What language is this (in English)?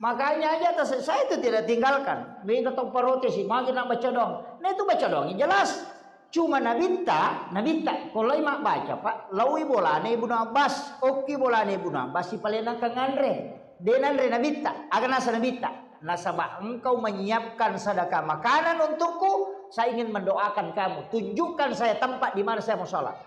Buginese